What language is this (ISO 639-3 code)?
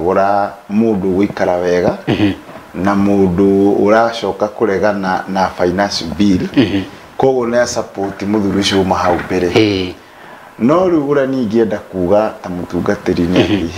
kik